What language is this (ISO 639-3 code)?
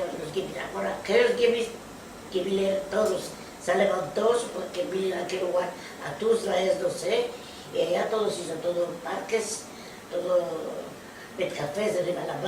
lad